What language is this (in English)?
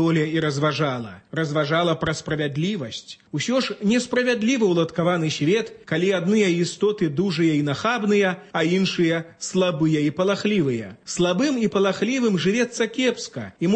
Belarusian